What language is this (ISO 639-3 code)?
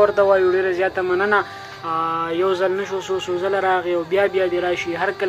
pus